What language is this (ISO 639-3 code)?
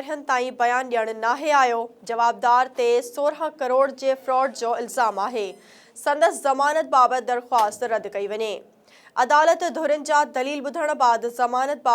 snd